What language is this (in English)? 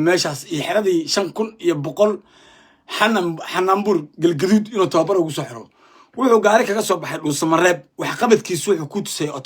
Somali